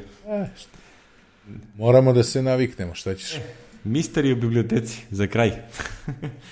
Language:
Serbian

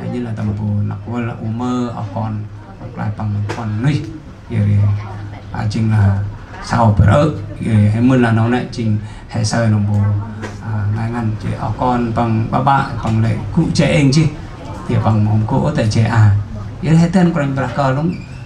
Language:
Central Mnong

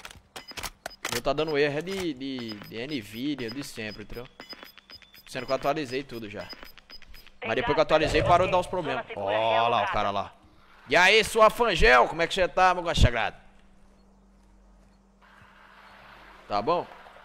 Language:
Portuguese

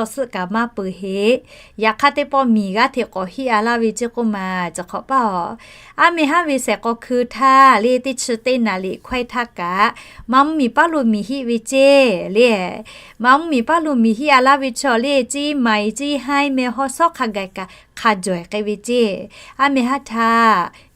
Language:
Lahu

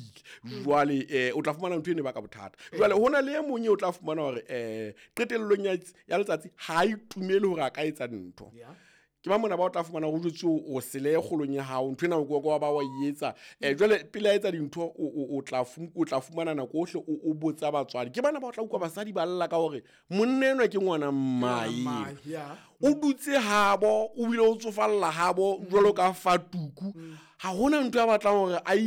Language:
Southern Sotho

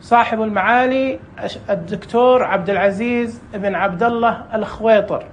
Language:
Najdi Arabic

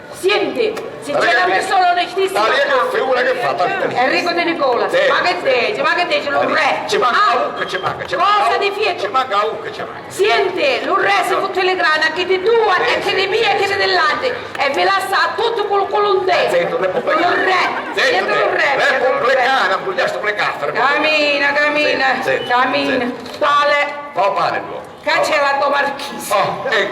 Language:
Sicilian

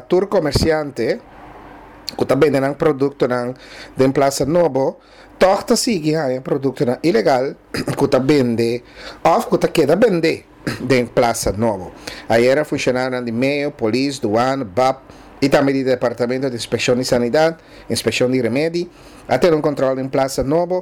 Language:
Papiamento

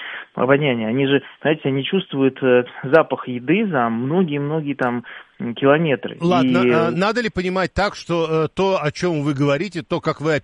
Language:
Russian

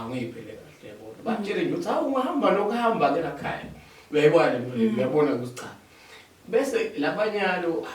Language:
Zulu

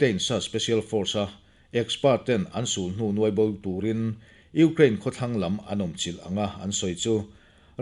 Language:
Mizo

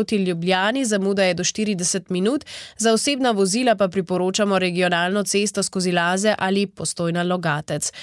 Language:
Slovenian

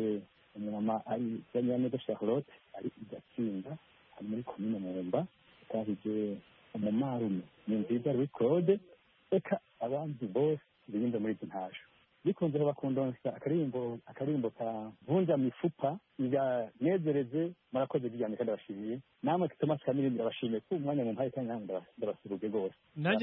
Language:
Kinyarwanda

